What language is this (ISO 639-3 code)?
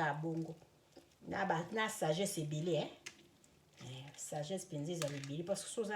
lin